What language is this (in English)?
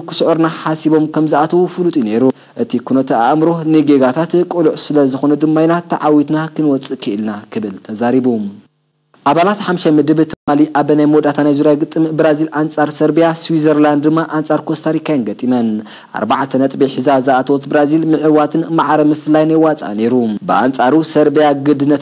Tigrinya